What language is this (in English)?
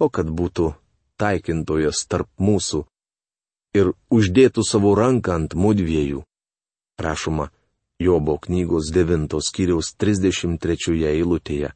Lithuanian